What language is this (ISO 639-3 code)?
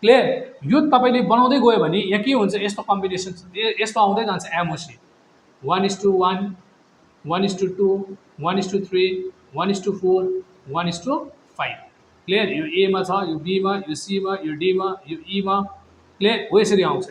nep